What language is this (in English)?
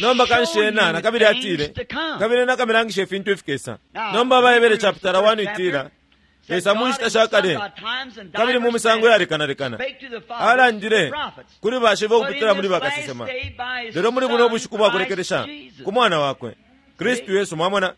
Bemba